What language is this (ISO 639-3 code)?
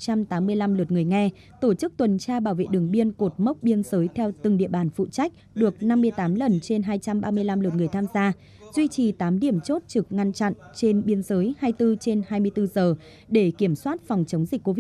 vie